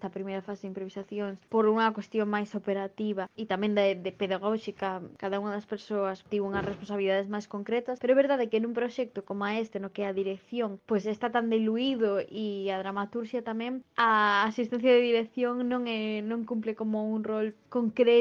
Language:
Galician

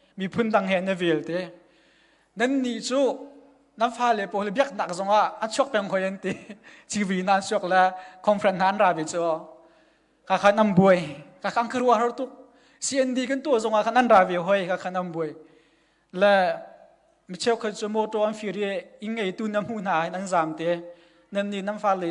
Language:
Hakha Chin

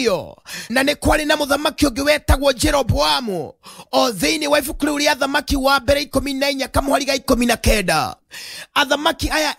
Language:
Kikuyu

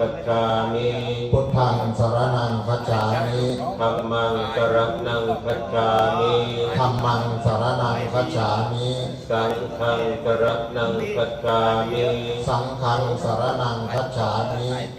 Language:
Pali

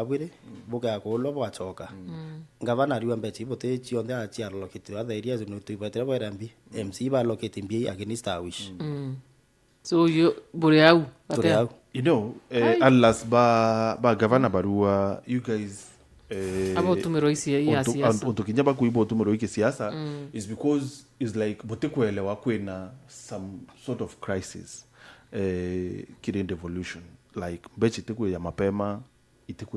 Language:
Meru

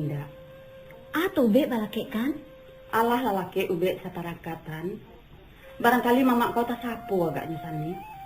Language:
Minangkabau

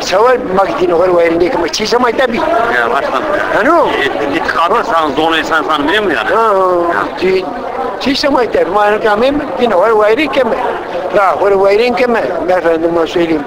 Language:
Zaza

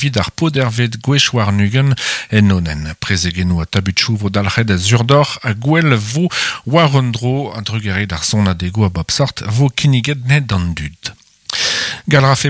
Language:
Breton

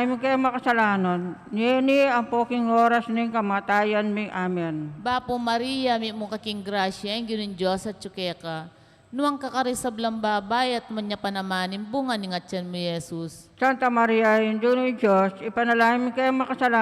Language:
Pampanga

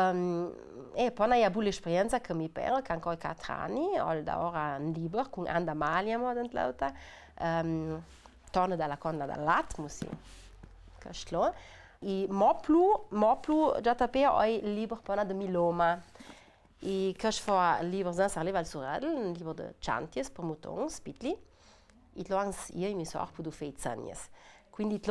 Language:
Ladin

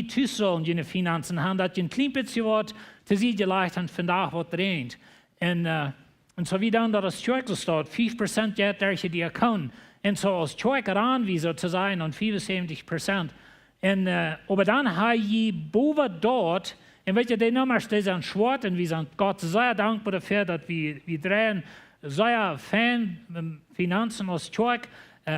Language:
Plautdietsch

